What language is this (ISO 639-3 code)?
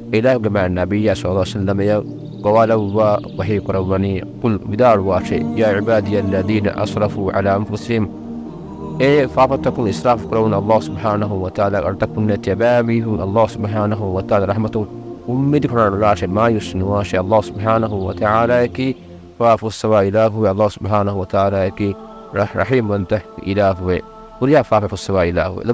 div